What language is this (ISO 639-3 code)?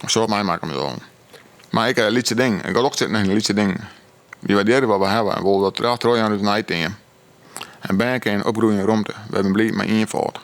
fry